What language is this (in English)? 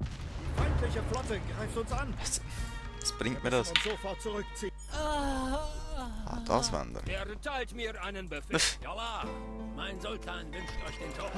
Swiss German